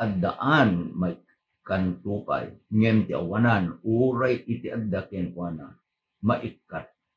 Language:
Iloko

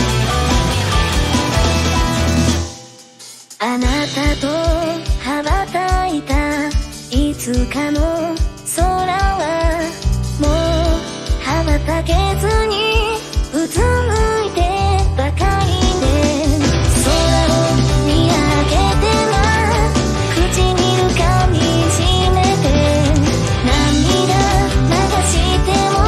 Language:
Japanese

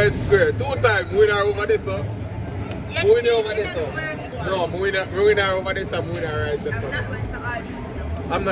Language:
Jamaican Creole English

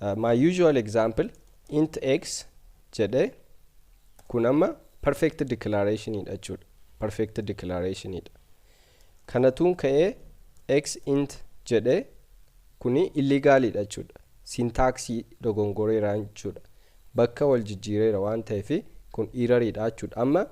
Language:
Oromo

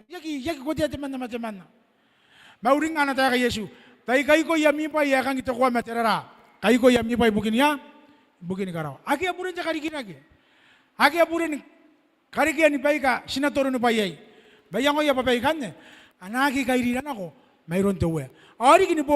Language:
Gilbertese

